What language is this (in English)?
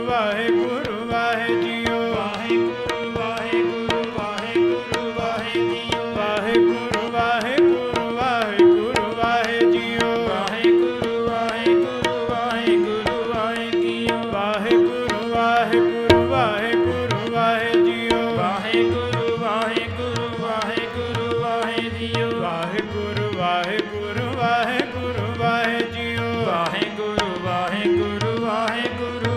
Punjabi